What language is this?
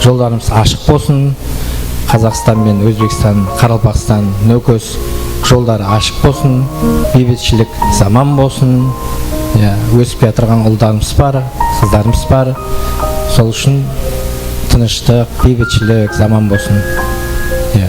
Kara-Kalpak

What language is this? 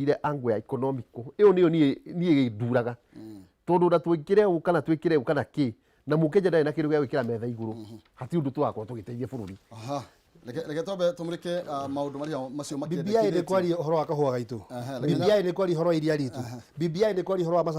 Kikuyu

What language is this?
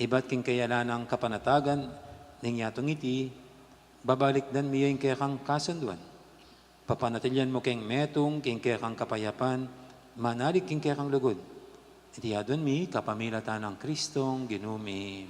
Pampanga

